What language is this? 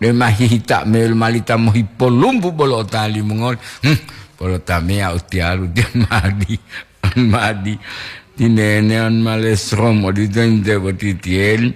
Gorontalo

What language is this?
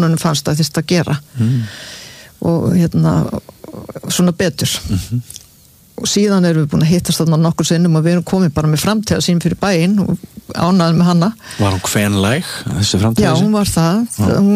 Icelandic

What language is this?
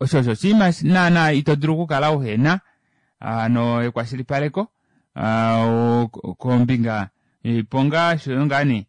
Kuanyama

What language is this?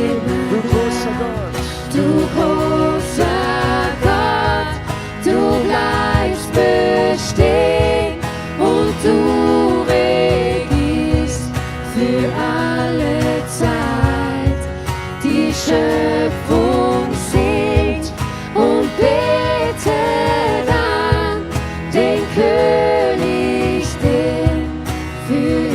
Swiss German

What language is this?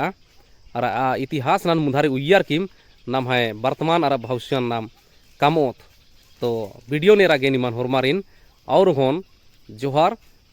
Kurukh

